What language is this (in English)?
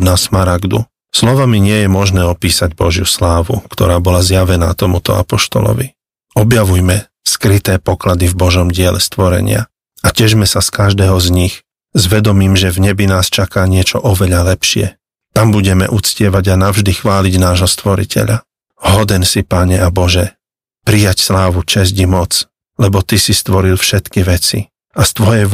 Slovak